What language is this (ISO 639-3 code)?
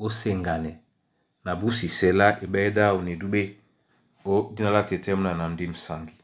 dua